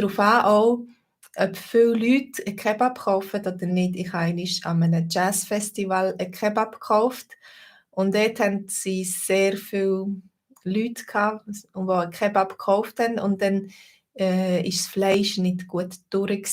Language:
Swiss German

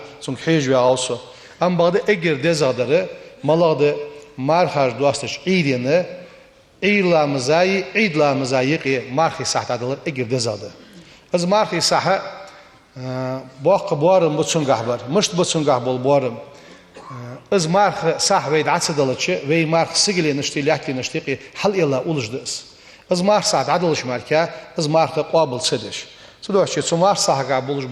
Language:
Ingush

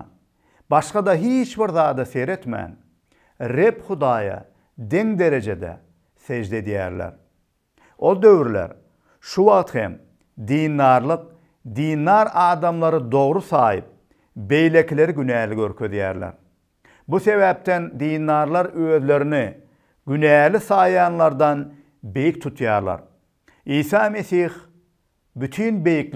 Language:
Turkmen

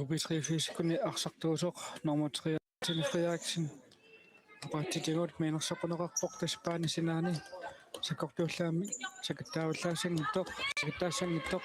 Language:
Kalaallisut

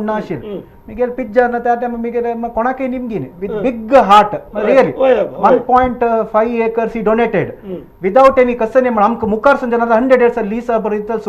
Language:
Konkani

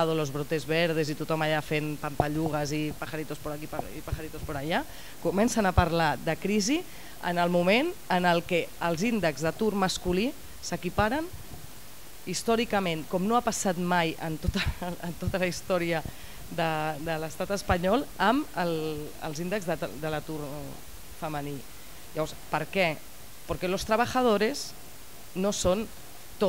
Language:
Catalan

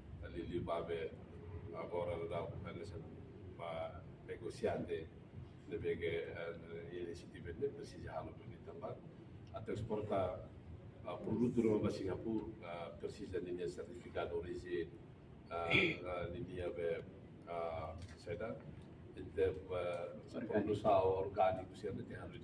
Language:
Tetum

